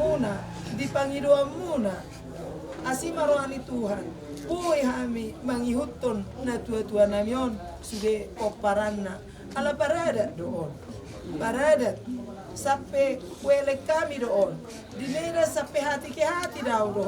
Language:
Batak Toba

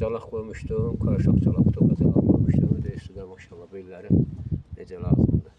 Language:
Azerbaijani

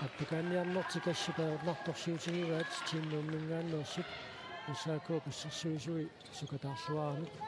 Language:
Kalaallisut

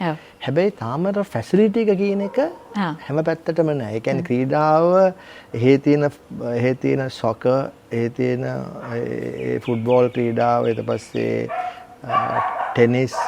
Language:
Sinhala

